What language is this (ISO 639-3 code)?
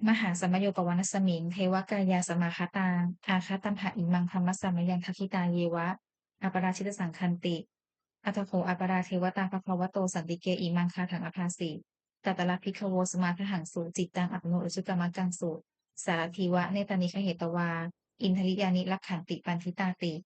pli